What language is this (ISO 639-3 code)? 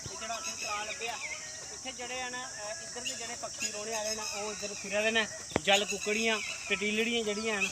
doi